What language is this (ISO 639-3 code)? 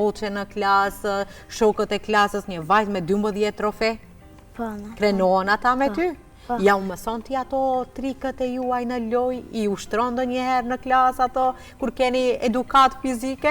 sqi